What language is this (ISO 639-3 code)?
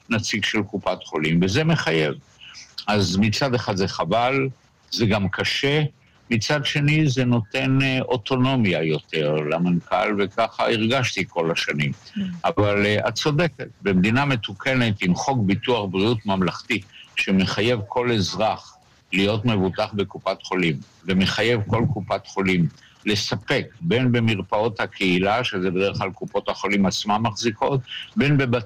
heb